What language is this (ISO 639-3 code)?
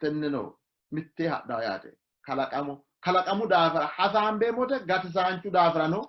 sid